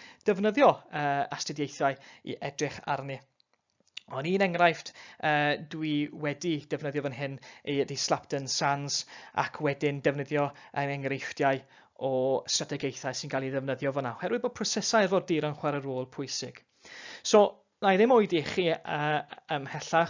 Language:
Welsh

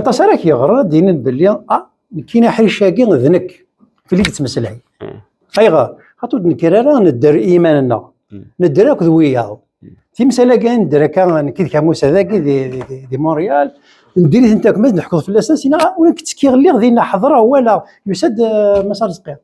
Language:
Kabyle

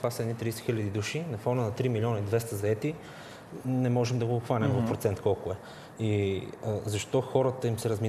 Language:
Bulgarian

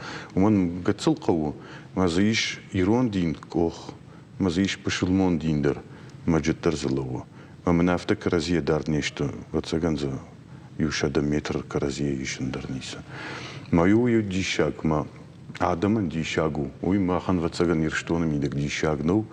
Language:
Ossetic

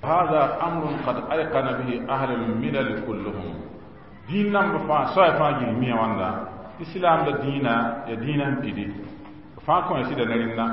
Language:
Mossi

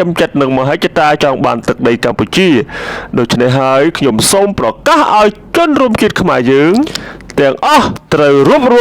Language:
Khmer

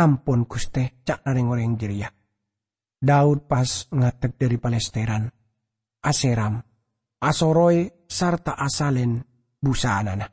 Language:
Madurese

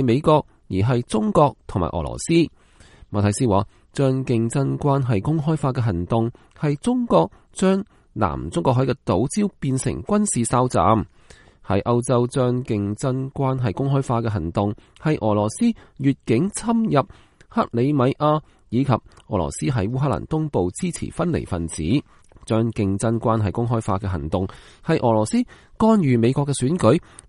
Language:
Cantonese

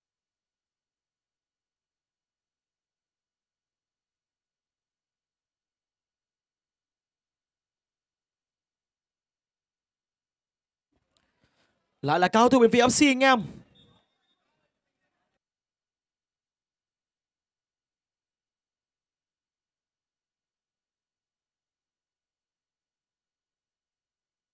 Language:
Vietnamese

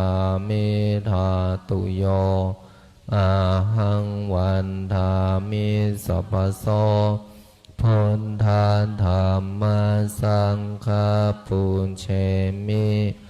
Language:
Pali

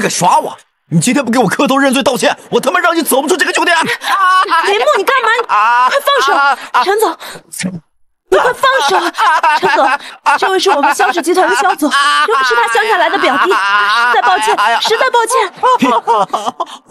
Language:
Chinese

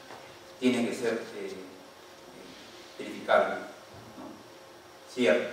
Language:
Spanish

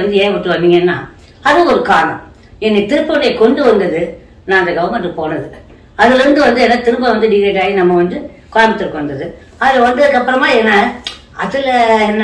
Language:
Tamil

